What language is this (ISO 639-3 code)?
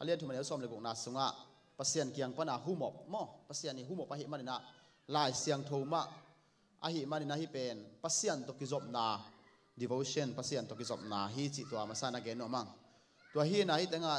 ctd